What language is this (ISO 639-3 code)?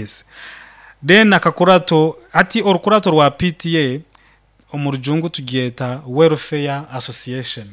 nyo